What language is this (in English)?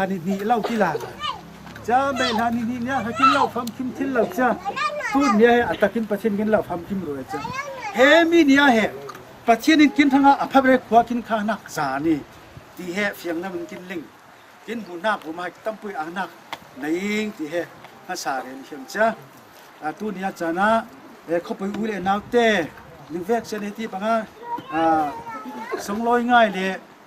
Falam Chin